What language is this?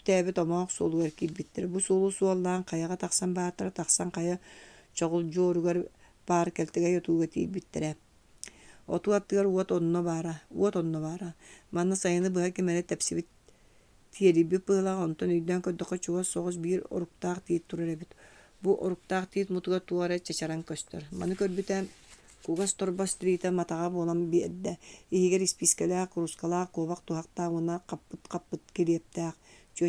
Yakut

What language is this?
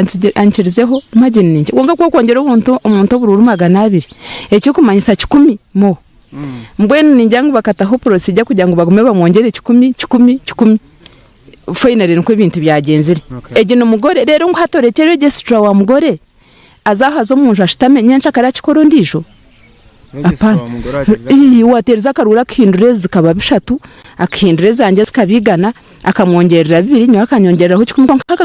Nyankole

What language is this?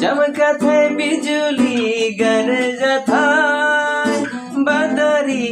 Sadri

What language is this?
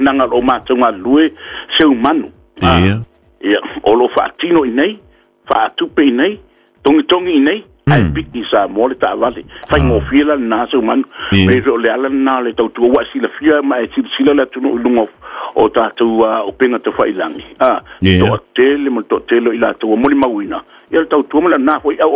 Samoan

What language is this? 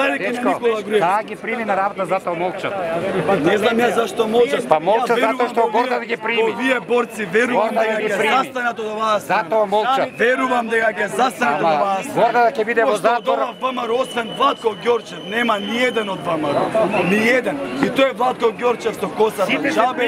Macedonian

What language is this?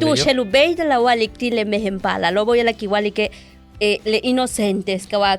Yucateco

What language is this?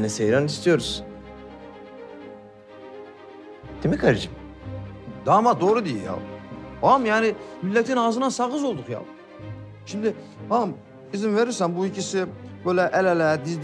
Turkish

